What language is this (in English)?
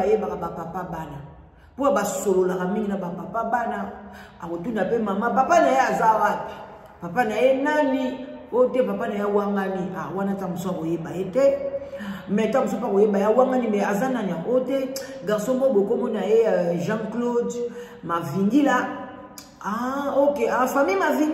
Lingala